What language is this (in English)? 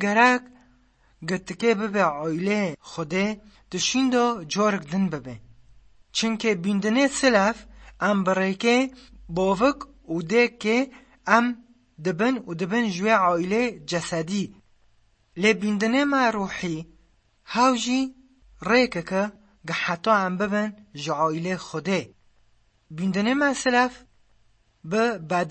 Kurdish